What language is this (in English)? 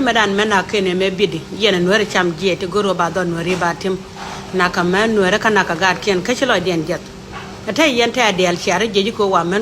Nuer